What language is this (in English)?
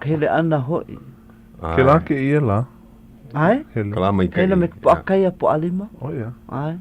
Hawaiian